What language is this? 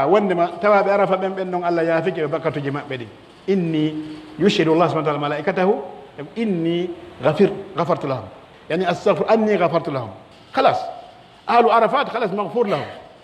Pular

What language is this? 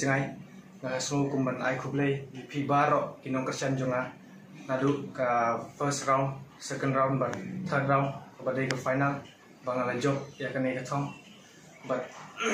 Khasi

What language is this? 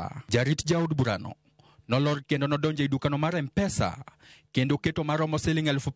Luo (Kenya and Tanzania)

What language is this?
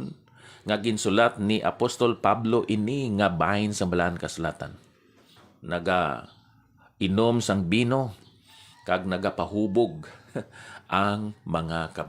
Hiligaynon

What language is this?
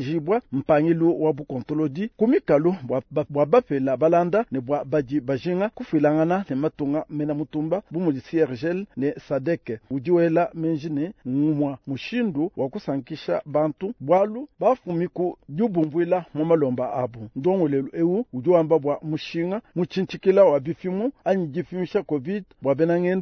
Luba-Lulua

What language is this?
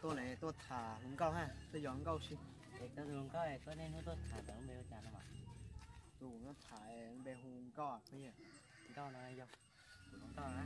Hmong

